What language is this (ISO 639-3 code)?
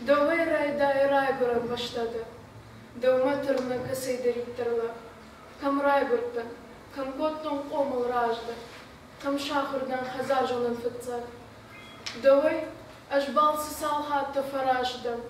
oss